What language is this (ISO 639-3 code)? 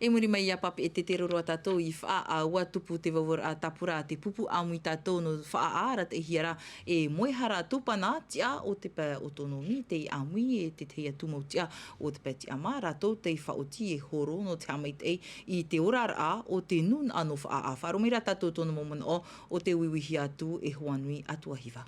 tah